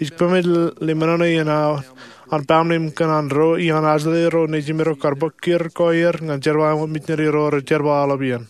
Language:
Marshallese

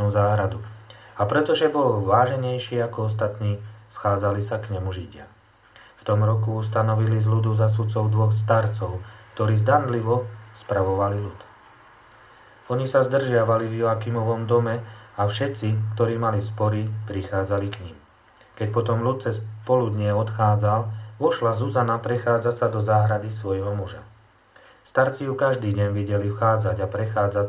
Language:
Slovak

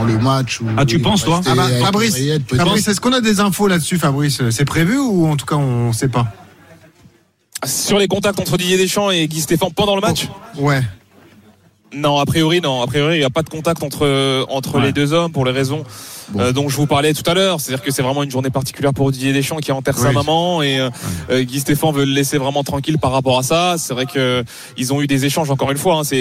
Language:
French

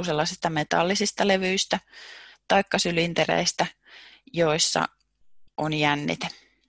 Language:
Finnish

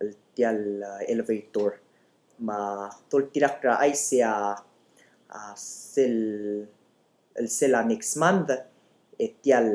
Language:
Palauan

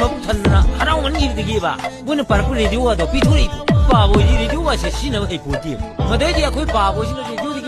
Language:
Manipuri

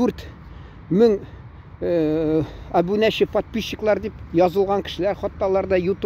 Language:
Tatar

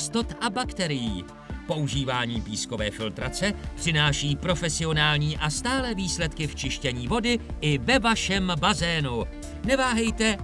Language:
Czech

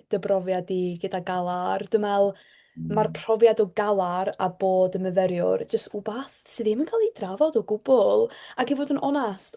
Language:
Welsh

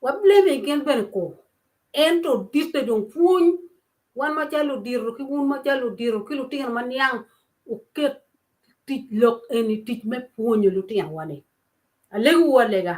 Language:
Acoli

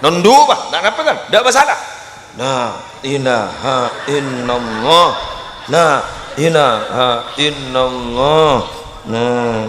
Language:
Madurese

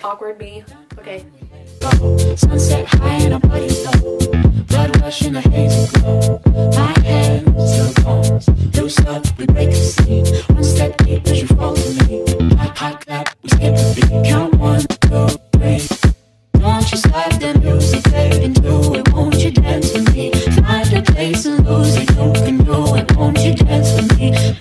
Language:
English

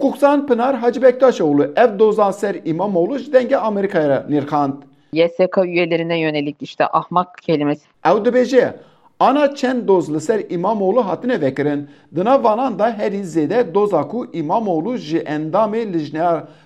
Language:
Kurdish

